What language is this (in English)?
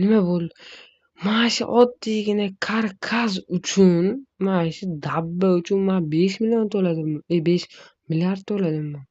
Uzbek